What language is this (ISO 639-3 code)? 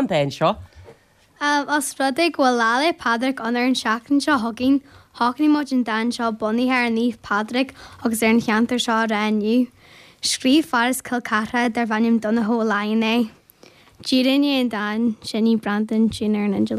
gle